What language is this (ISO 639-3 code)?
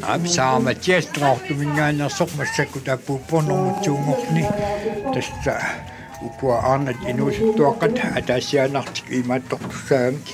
kal